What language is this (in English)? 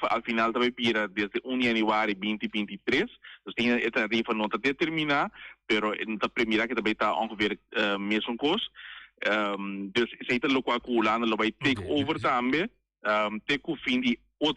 Papiamento